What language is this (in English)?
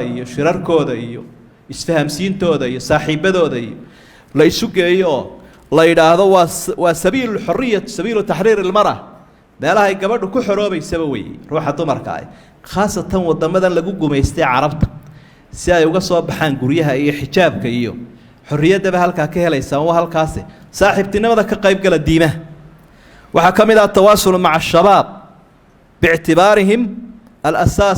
Somali